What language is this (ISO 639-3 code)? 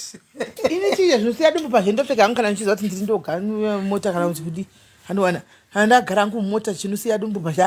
sna